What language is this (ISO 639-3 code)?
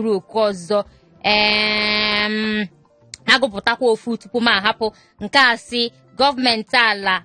ibo